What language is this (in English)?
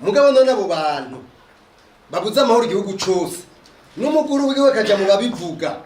Rundi